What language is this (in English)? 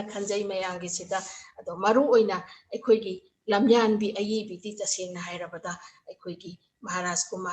Manipuri